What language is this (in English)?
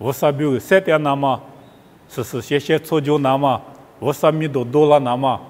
Lisu